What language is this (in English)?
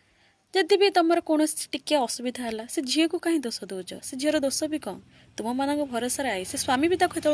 Odia